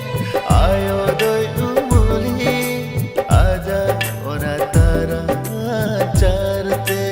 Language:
Santali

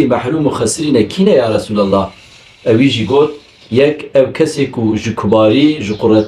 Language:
Kurdish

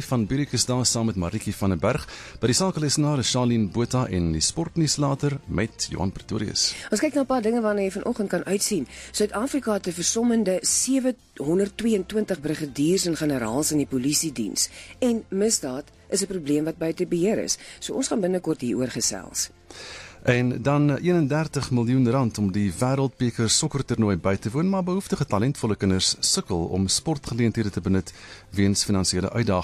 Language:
Afrikaans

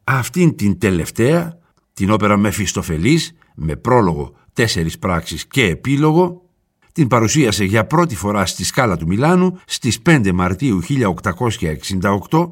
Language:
Greek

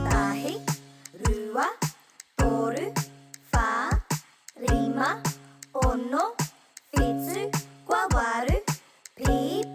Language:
Māori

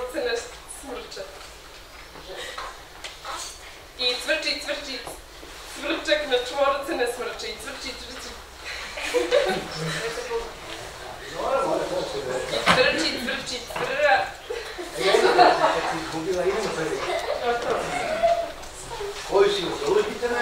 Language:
Serbian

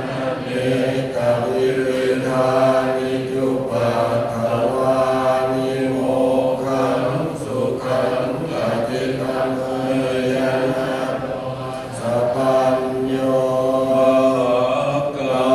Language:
Pali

